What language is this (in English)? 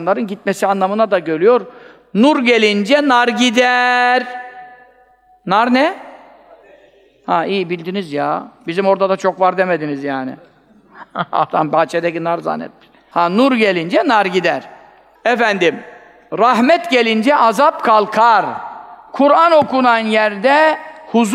Turkish